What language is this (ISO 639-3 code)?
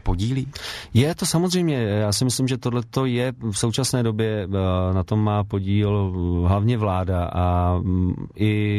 ces